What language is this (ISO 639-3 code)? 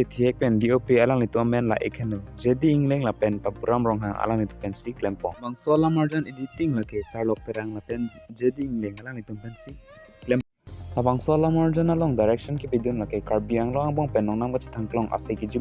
mjw